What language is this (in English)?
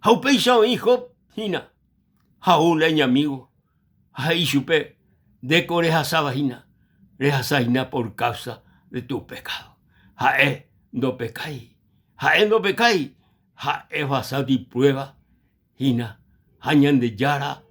Guarani